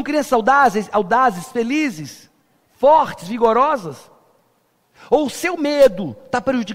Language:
Portuguese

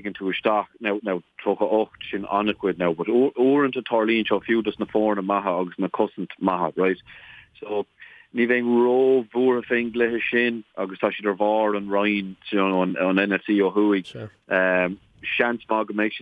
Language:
Irish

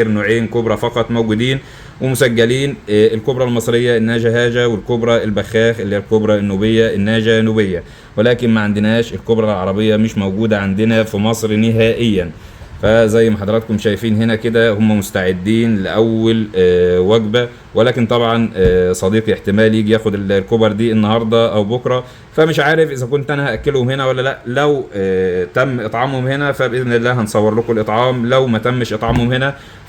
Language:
Egyptian Arabic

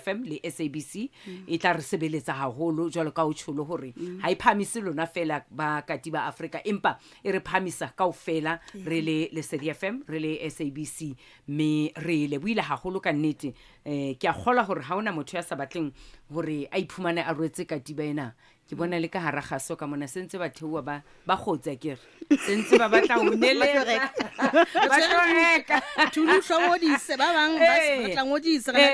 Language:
Southern Sotho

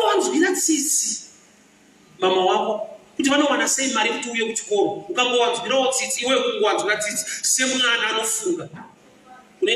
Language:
Shona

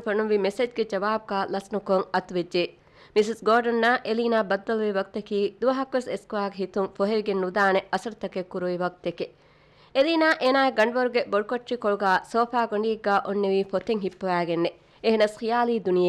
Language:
Divehi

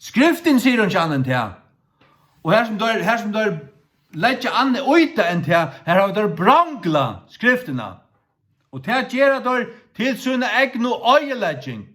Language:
Faroese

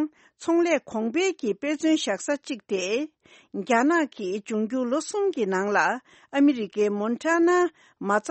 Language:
Tibetan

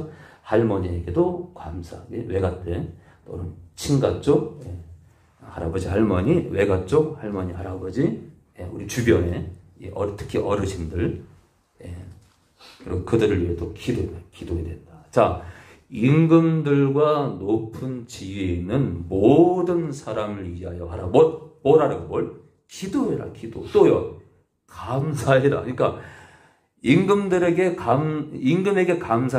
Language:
Korean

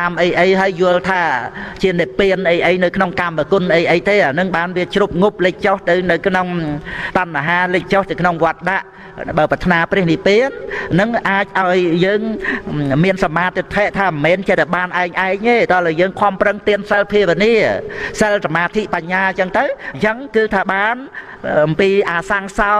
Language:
Khmer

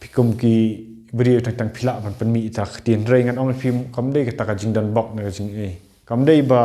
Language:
Khasi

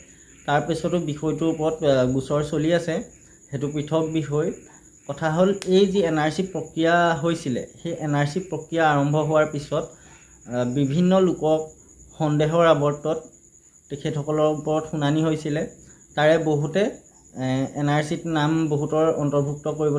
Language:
Assamese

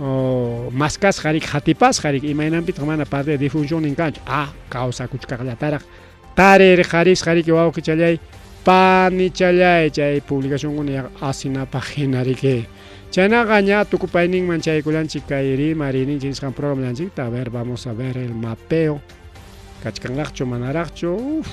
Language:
Ayacucho Quechua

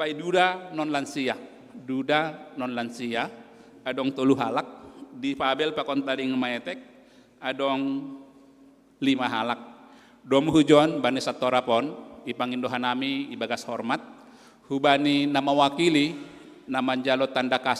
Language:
Batak Simalungun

